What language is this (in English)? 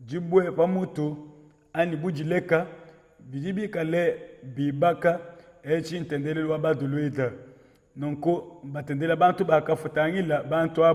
Luba-Lulua